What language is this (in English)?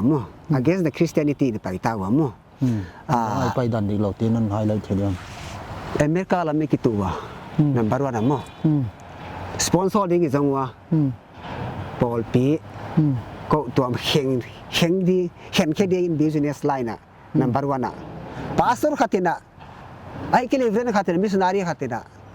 Paite Chin